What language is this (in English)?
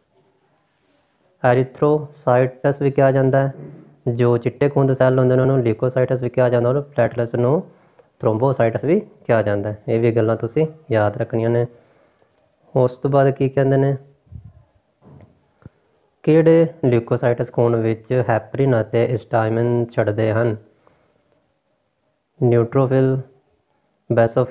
Punjabi